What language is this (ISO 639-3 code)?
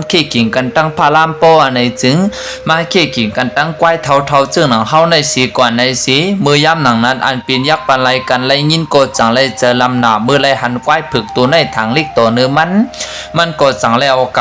shn